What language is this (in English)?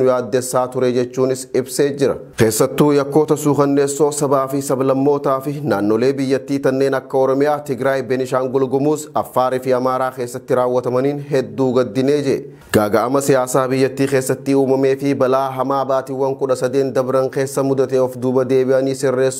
Oromo